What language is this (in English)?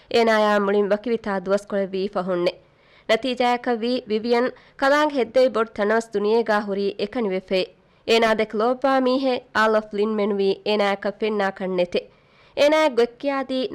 Divehi